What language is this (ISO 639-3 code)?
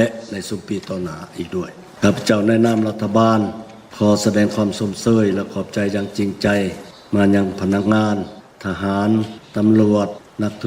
lao